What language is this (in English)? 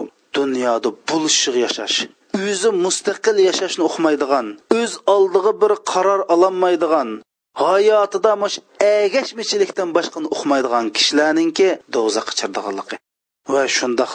Uyghur